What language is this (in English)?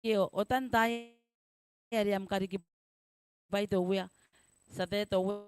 Gilbertese